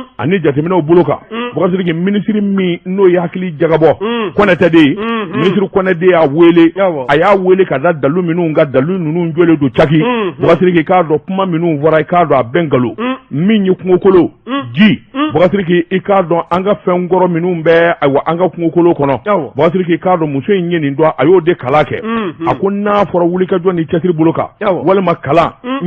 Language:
Bambara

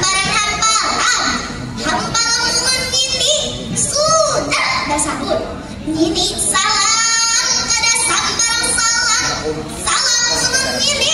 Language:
Banjar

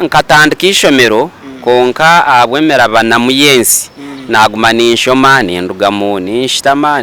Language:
Nyankole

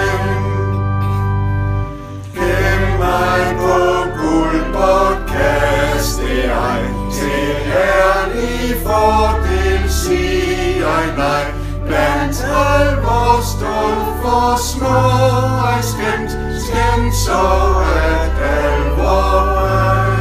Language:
Danish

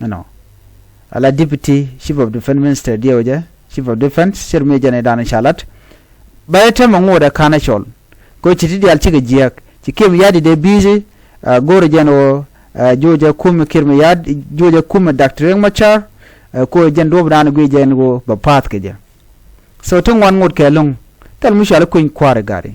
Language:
Nuer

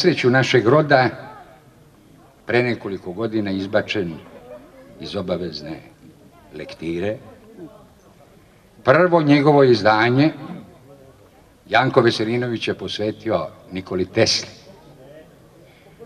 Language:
Serbian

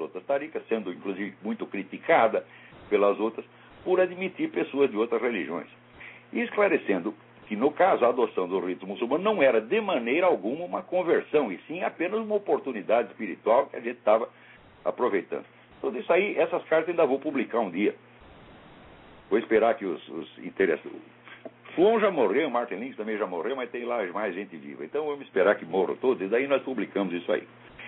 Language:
Portuguese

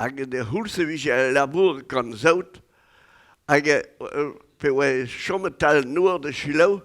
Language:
Breton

